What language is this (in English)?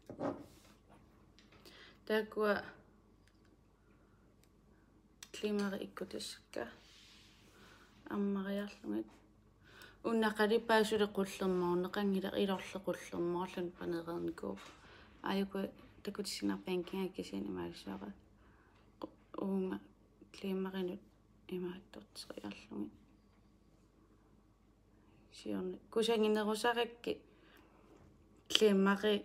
Kalaallisut